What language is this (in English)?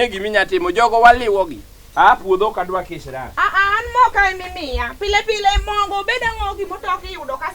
Luo (Kenya and Tanzania)